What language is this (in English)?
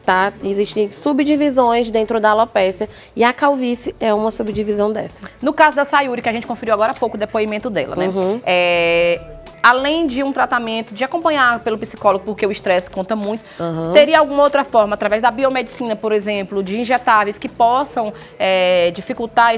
Portuguese